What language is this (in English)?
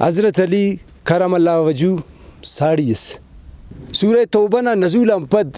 Brahui